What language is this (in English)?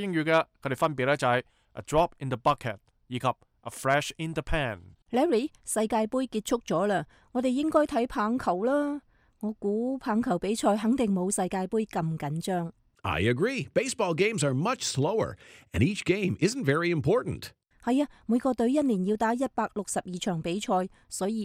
Cantonese